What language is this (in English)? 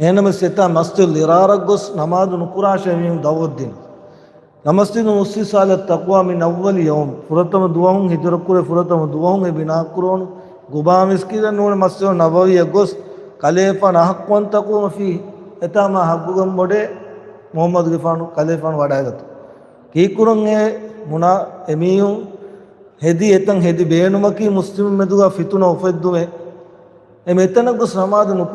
Divehi